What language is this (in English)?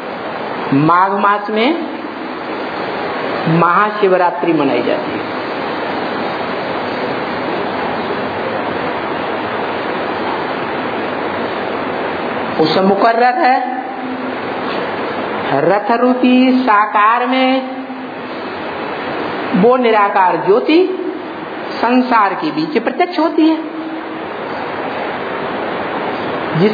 Hindi